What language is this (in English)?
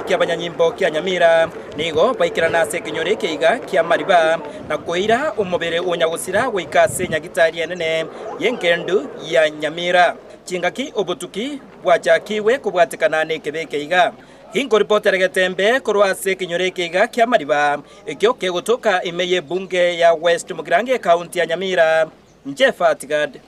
Gusii